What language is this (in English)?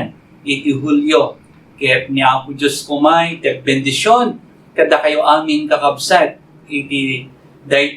Iloko